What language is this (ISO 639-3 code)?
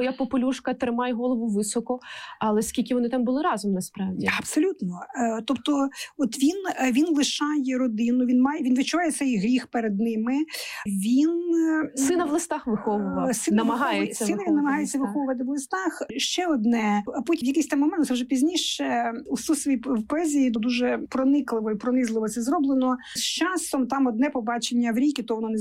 ukr